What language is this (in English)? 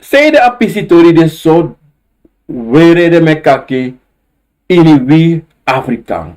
Sranan Tongo